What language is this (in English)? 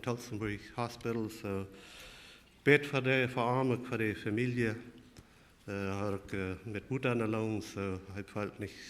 Plautdietsch